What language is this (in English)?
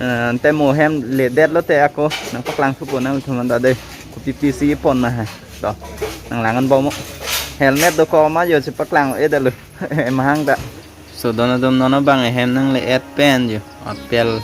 Karbi